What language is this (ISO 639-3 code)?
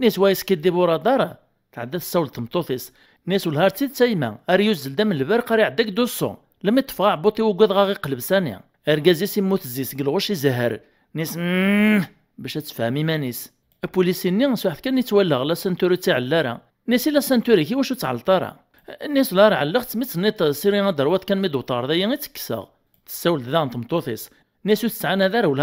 kab